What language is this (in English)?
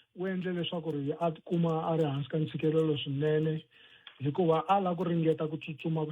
Tsonga